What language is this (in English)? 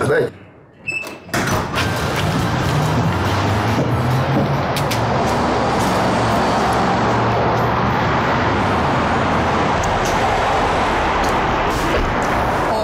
Kazakh